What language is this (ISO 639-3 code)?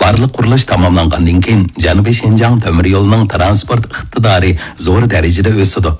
uig